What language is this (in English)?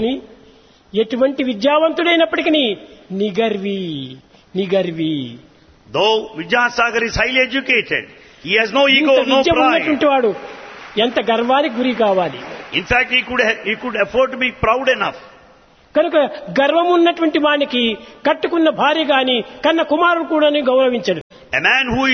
Telugu